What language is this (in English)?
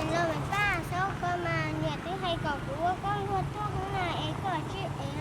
Hmong